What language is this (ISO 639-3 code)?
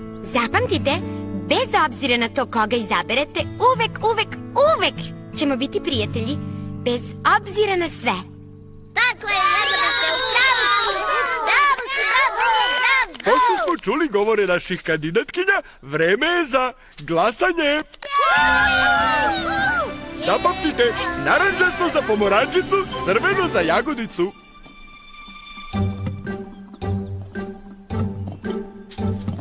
srp